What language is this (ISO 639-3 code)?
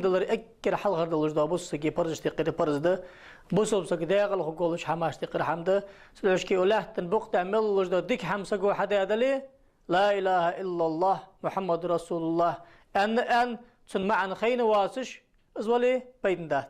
inh